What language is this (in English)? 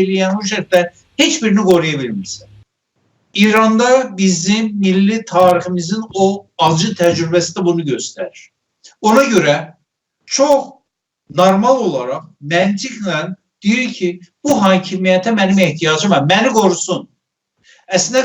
South Azerbaijani